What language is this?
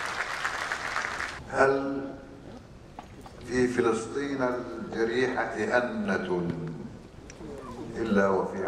Arabic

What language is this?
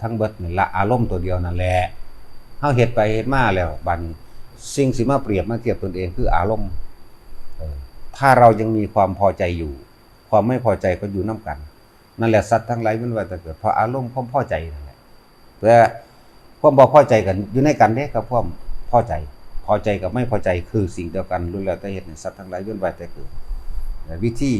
Northeastern Thai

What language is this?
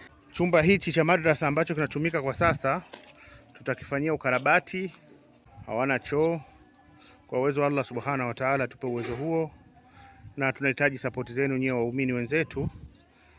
Swahili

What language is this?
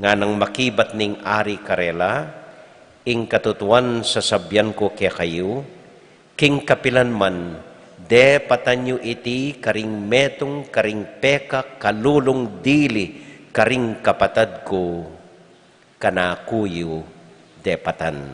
Pampanga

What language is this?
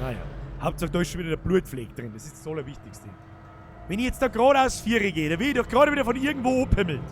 Bavarian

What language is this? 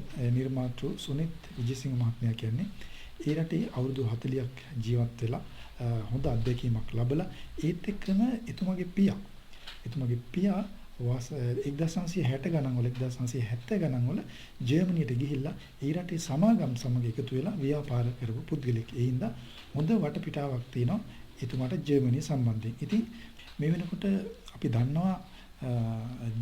Sinhala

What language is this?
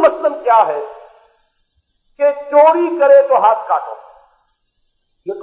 Urdu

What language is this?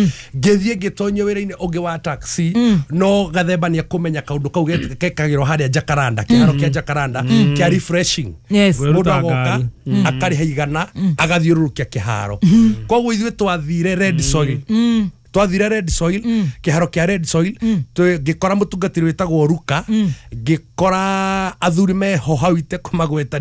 Kikuyu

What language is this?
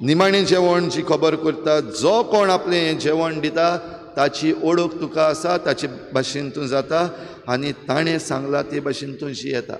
Konkani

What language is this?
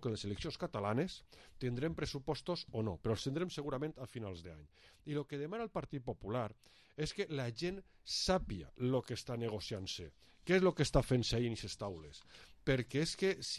Catalan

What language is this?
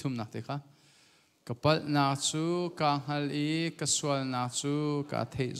Hakha Chin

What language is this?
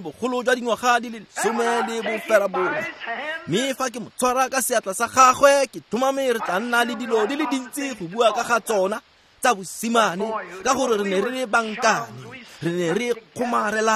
Tswana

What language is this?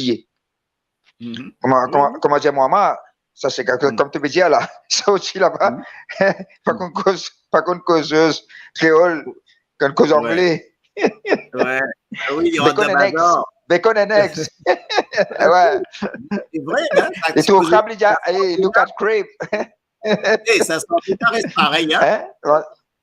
Morisyen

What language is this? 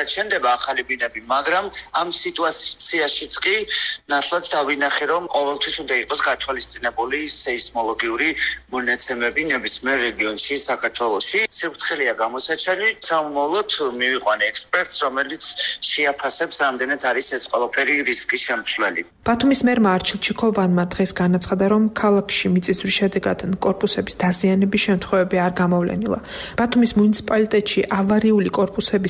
Georgian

